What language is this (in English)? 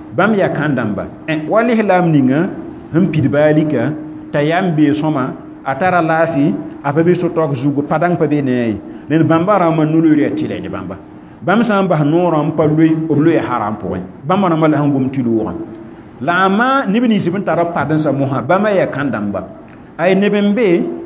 Mossi